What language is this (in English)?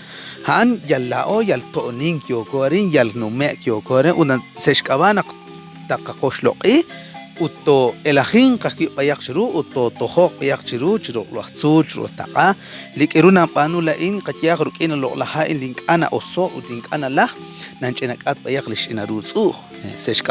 Kekchí